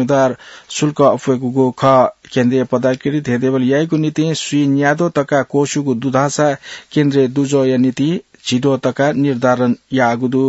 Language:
Newari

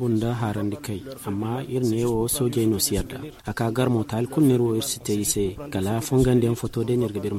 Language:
Zarma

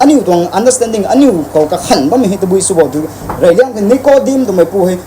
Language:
Rongmei Naga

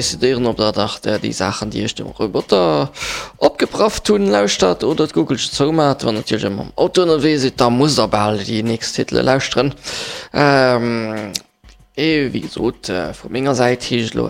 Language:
Luxembourgish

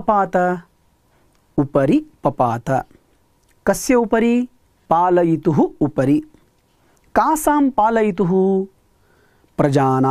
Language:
Sanskrit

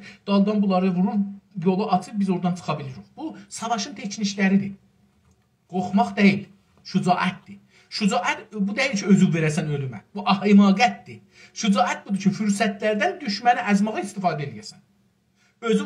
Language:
South Azerbaijani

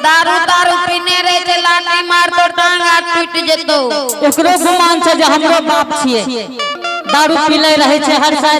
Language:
Angika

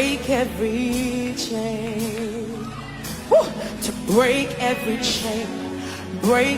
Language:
Nigerian Pidgin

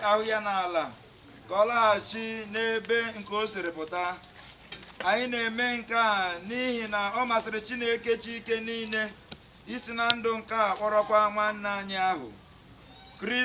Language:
Igbo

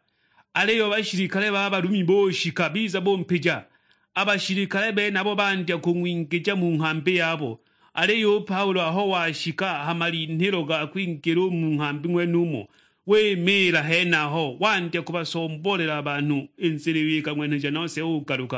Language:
Sukuma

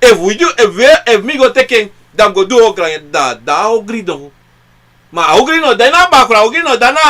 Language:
Sranan Tongo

